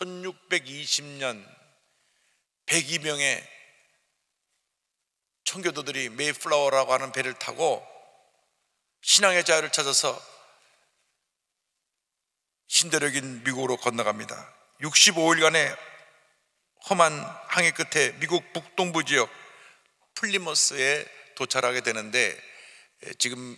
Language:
Korean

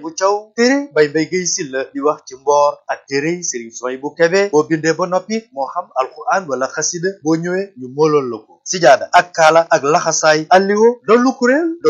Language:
Wolof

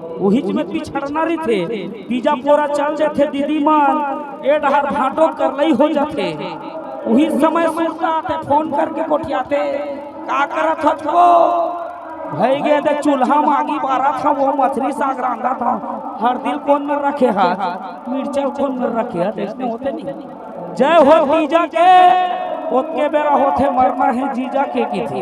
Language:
Chhattisgarhi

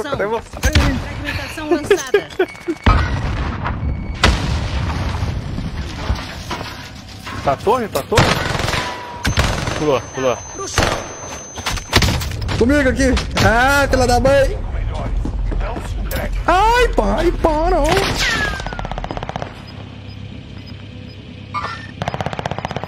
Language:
Portuguese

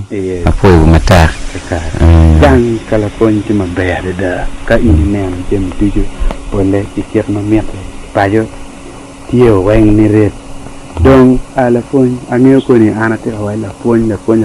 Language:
Acoli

